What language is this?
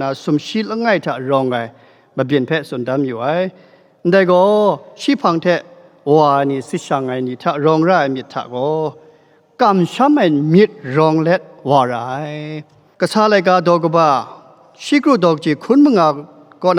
Kachin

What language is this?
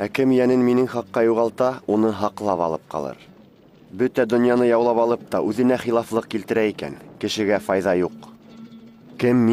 Bashkir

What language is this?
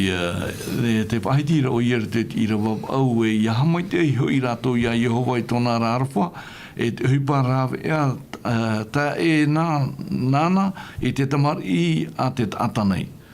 Tahitian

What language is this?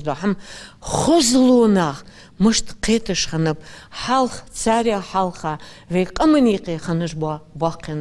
Ingush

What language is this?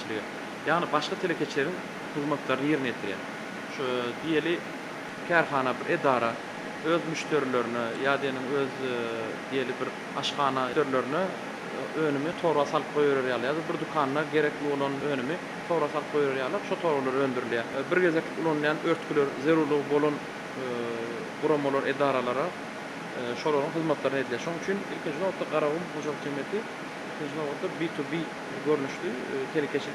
Turkmen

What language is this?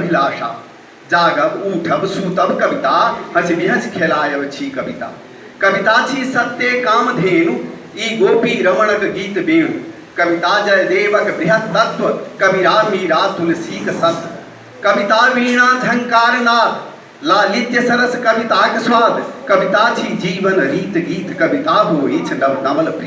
Maithili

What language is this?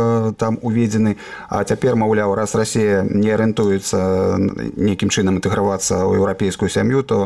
Belarusian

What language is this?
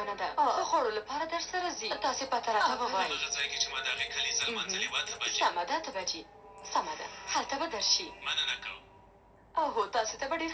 Pashto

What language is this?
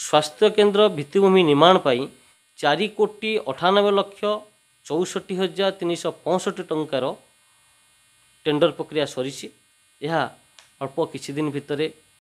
Odia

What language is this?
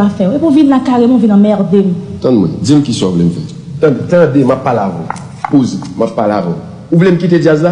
Haitian Creole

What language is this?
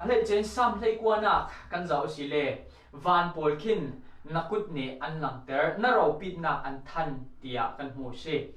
Falam Chin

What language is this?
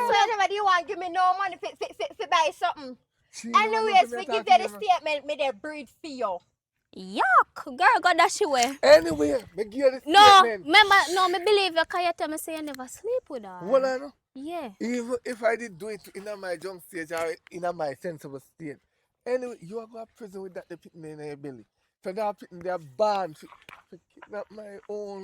Jamaican Creole English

